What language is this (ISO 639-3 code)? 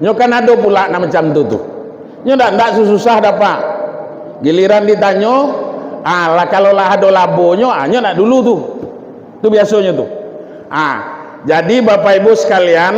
min